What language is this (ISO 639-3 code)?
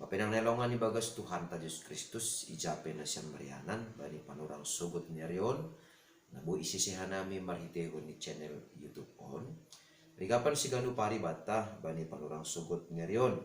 bts